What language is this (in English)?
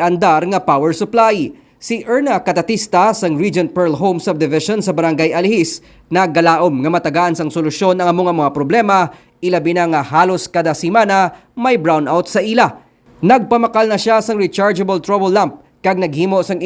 Hiligaynon